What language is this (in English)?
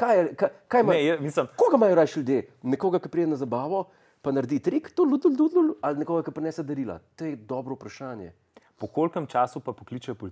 Slovenian